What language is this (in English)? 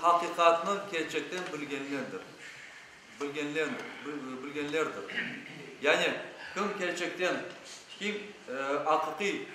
Crimean Tatar